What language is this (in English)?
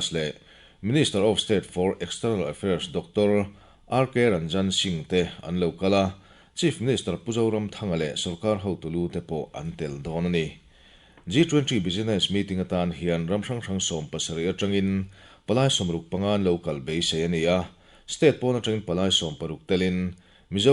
Mizo